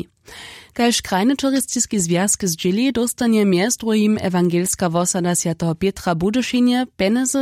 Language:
Upper Sorbian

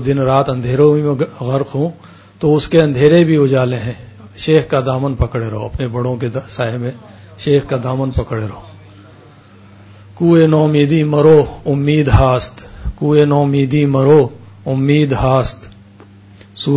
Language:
Urdu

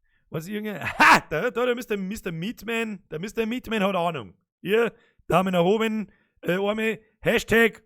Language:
Bavarian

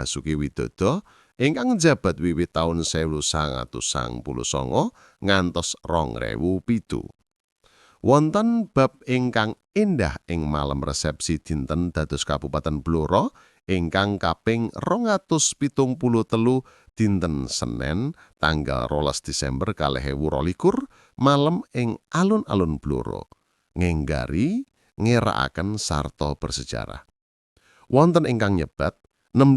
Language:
Javanese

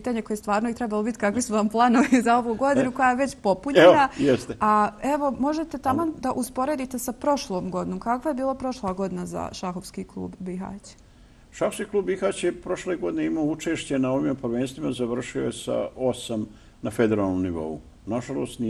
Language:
Bosnian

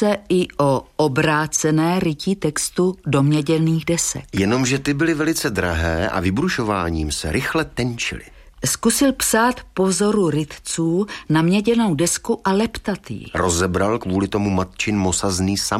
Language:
Czech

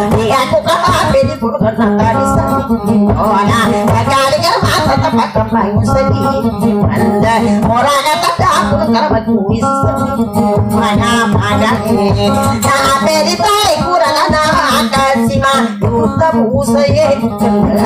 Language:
Indonesian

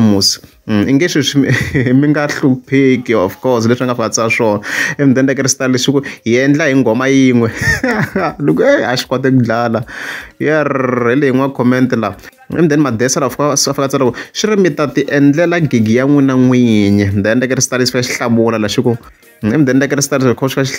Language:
Tsonga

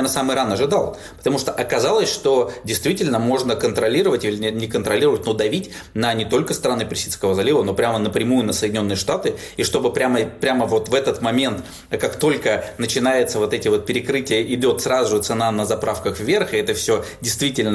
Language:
Russian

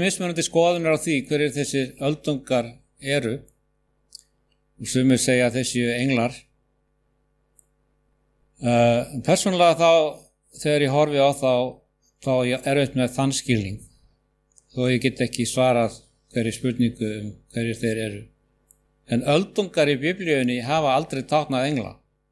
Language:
Icelandic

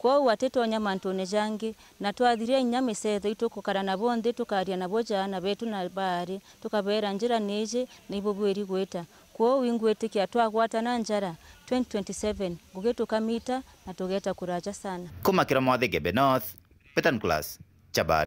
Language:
Meru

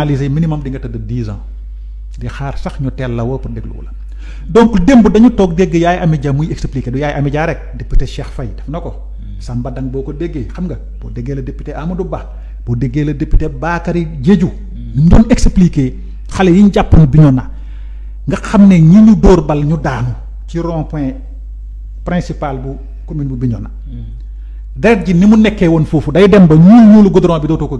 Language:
Wolof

